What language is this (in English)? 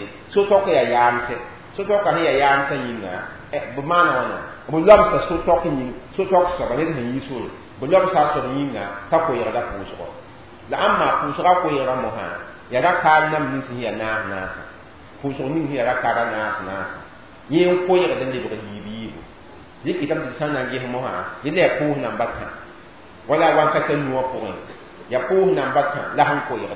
Mossi